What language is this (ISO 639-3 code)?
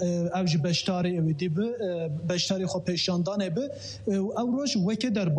kur